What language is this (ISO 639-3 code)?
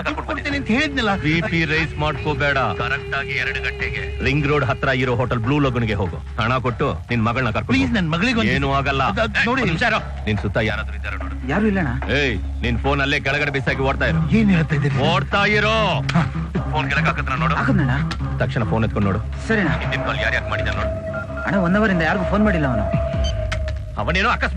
kan